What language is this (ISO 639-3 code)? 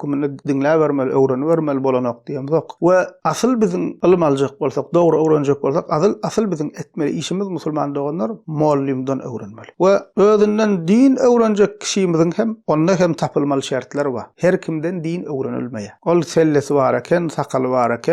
tuk